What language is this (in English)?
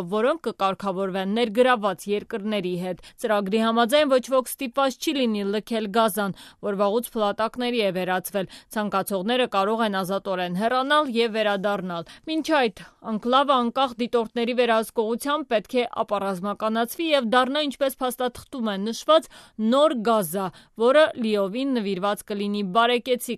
Armenian